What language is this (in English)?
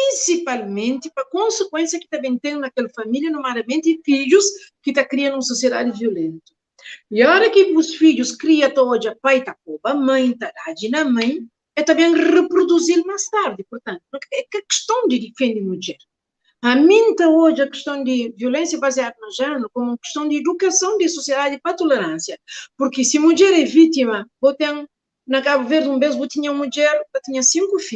Kabuverdianu